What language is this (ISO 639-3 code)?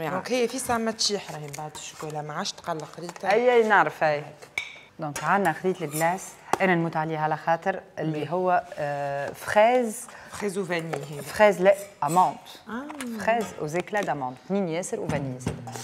aeb